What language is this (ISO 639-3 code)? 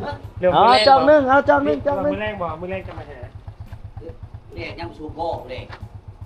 lao